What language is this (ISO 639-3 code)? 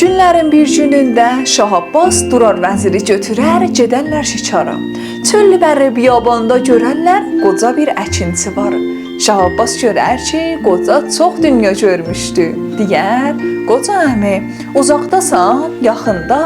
azb